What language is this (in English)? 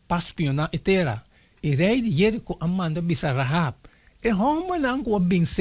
Papiamento